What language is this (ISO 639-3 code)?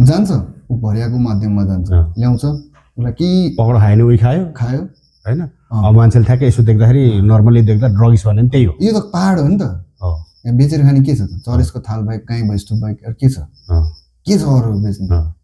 nep